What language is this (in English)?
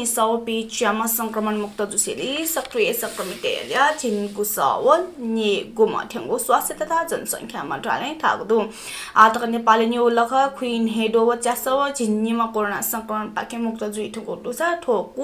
Newari